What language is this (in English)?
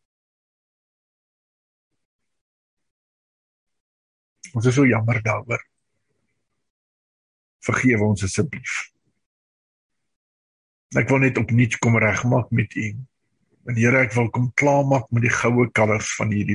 Afrikaans